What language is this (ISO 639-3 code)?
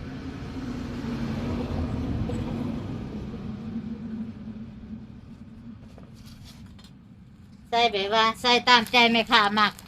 lao